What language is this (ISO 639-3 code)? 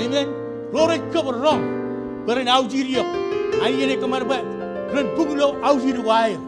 mah